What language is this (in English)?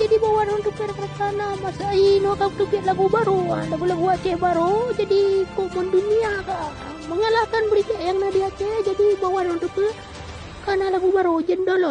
Achinese